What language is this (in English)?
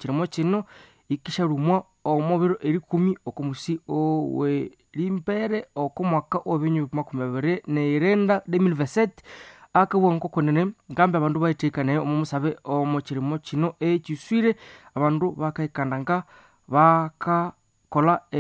Nande